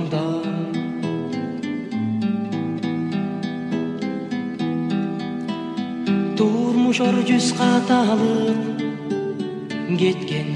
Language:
Kyrgyz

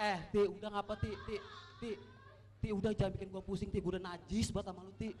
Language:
Betawi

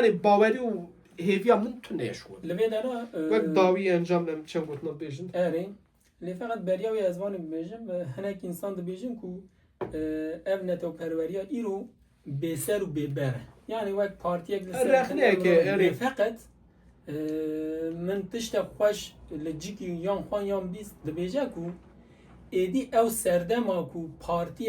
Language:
Kurdish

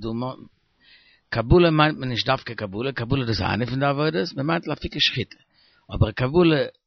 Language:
Yiddish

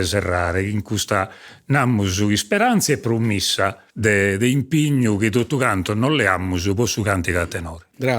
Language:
Sardinian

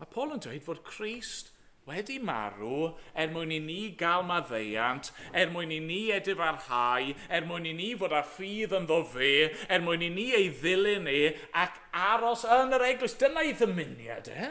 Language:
Welsh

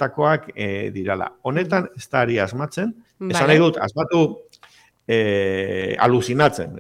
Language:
Basque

